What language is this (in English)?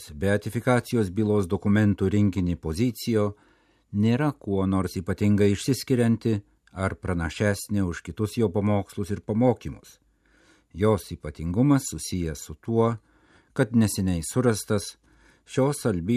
Lithuanian